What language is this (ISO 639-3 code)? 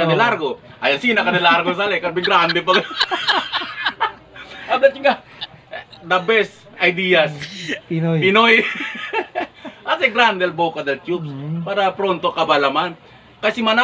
cbk